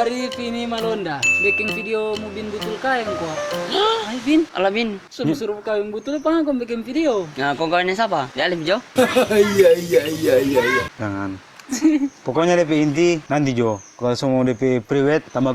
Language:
Manado Malay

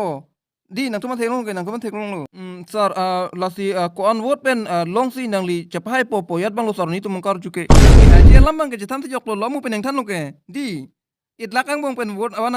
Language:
Karbi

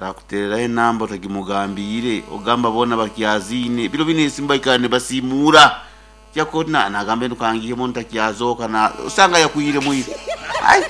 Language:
Nyankole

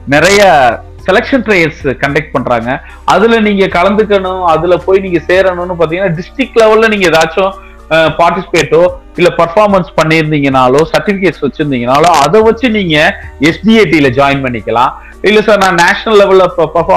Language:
Tamil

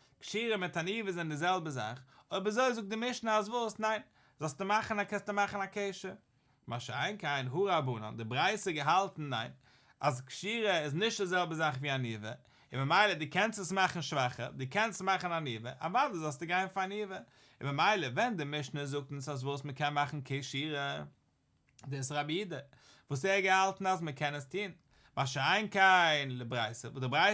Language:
Yiddish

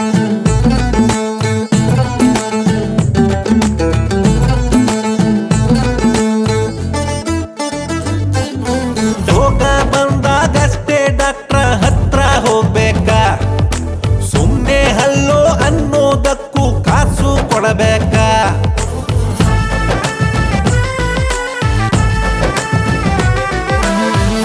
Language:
Kannada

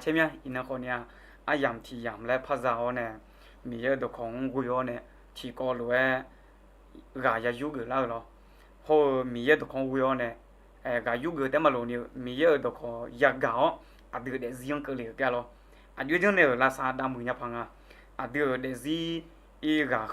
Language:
Akha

